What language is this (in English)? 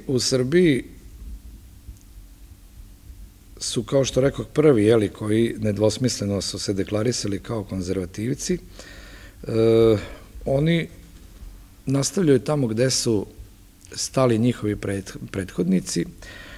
Serbian